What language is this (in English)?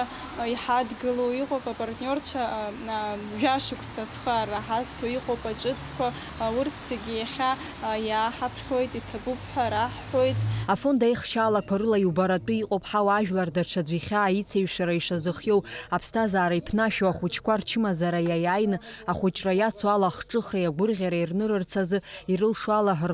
Abkhazian